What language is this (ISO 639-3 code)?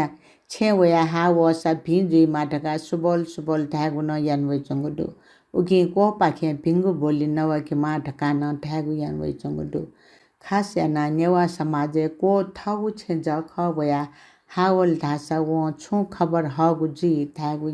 new